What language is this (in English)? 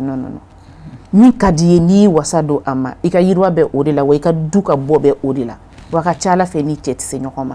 Bambara